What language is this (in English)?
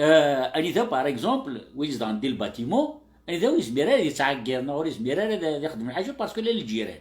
Kabyle